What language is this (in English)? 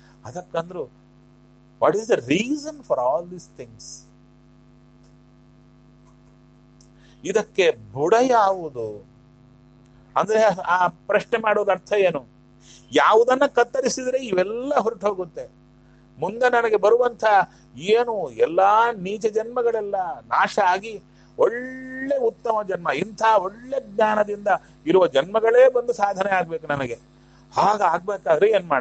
Kannada